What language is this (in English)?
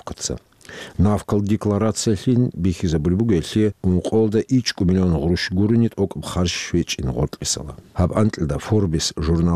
Avaric